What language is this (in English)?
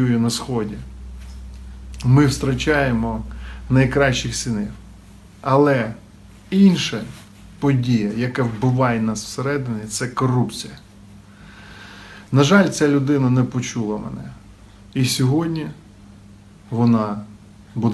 Ukrainian